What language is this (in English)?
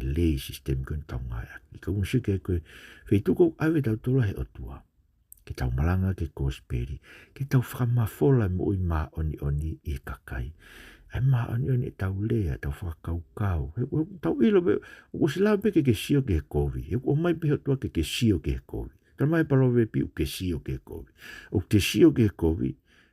Tongan